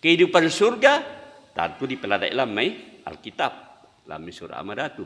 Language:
Toraja-Sa'dan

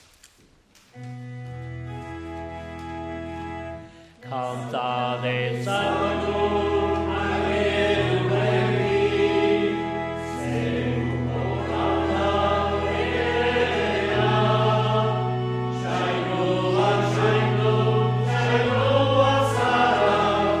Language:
Basque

